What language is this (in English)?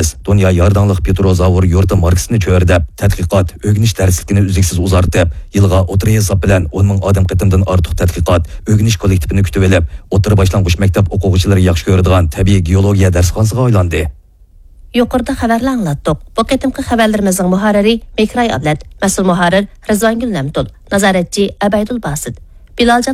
Uyghur